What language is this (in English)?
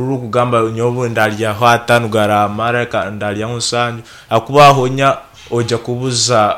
Nyankole